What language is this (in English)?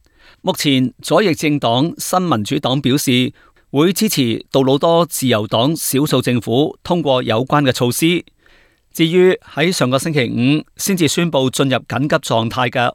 Cantonese